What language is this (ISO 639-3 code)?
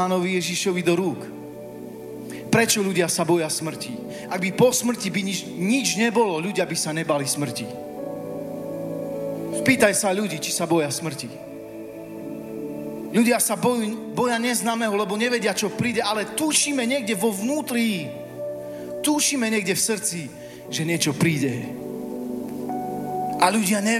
slk